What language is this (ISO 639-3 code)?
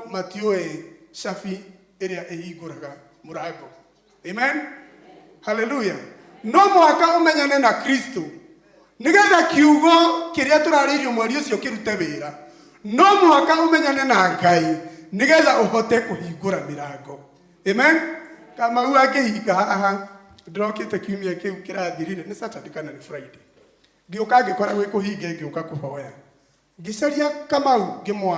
kik